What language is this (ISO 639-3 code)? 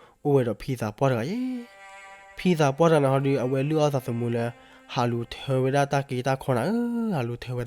ksw